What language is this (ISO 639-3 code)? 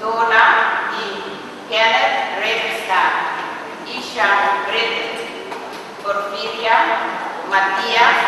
pap